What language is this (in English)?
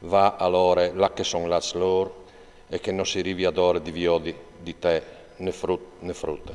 Friulian